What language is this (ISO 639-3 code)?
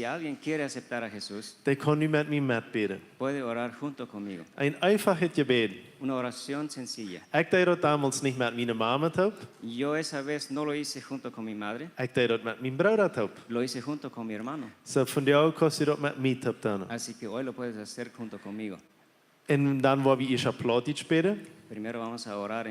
pdt